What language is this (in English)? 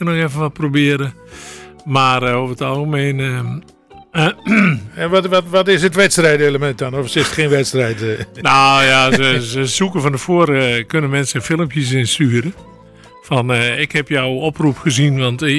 Dutch